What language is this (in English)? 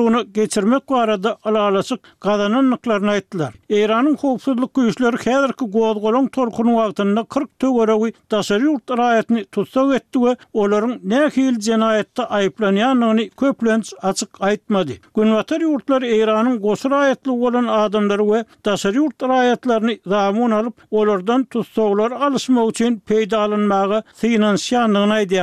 Turkmen